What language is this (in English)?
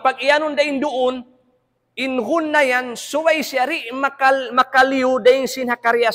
Tausug